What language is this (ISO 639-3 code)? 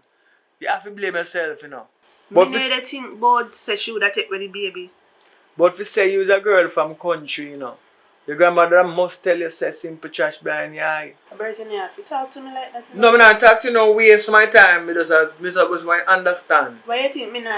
jam